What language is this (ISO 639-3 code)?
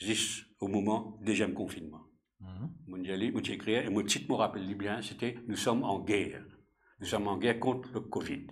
mfe